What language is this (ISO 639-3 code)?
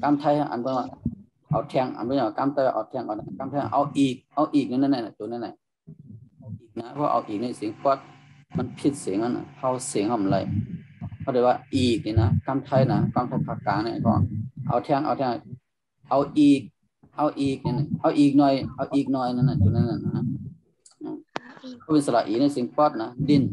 shn